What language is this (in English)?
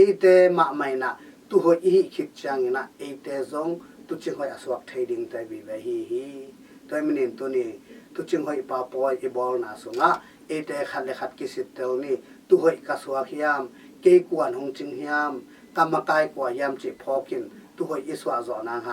Tedim Chin